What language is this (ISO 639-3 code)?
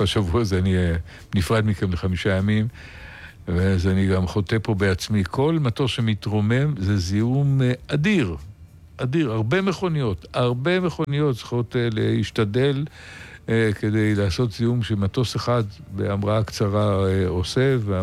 heb